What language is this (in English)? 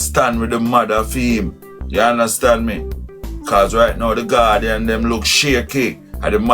Jamaican Creole English